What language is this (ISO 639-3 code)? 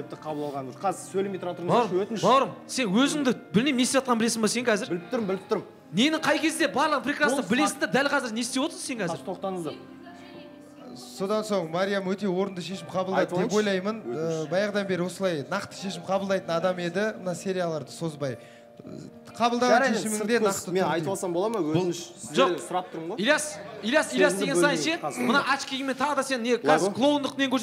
kaz